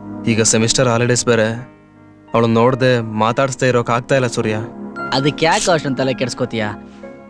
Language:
Kannada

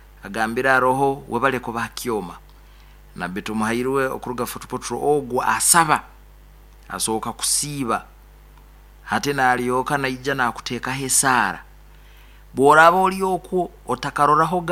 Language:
Nyoro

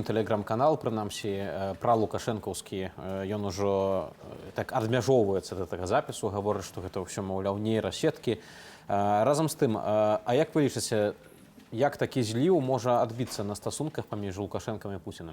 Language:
Belarusian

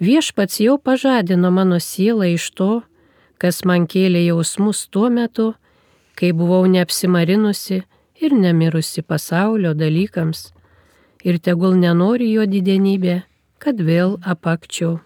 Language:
Lithuanian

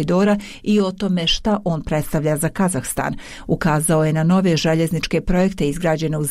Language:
Bosnian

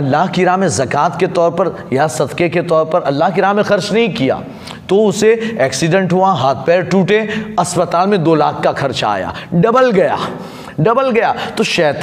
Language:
Urdu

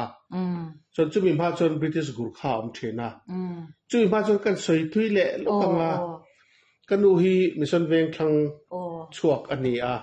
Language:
Mizo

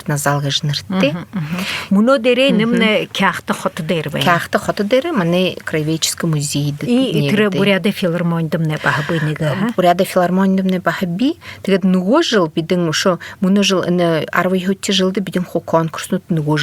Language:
Buriat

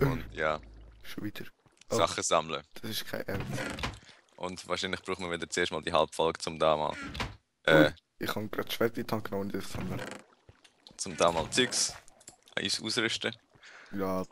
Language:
Swiss German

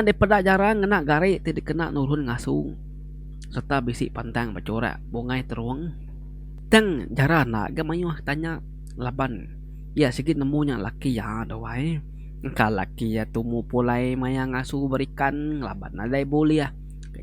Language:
Iban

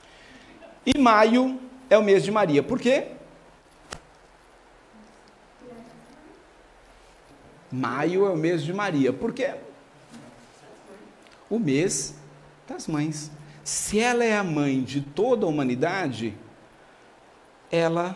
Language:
Portuguese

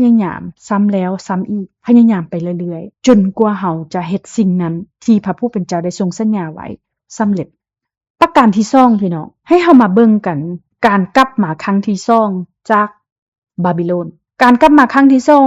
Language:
Lao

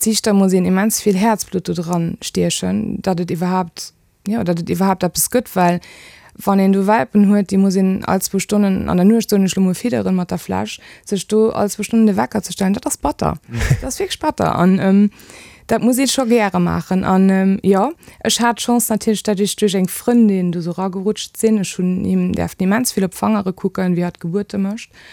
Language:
Luxembourgish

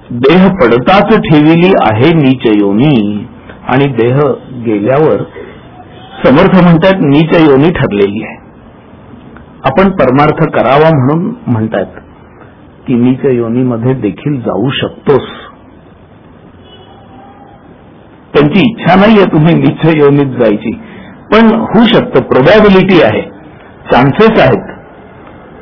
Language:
Marathi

